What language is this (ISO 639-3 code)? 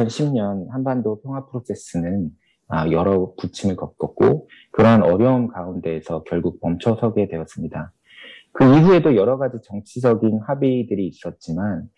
kor